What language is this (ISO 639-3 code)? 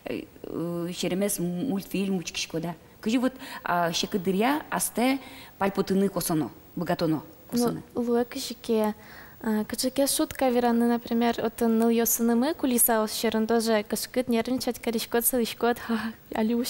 udm